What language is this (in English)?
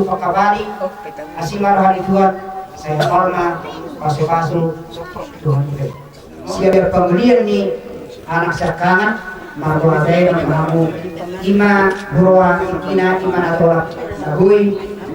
Batak Toba